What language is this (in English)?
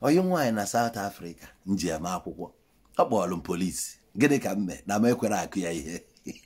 Igbo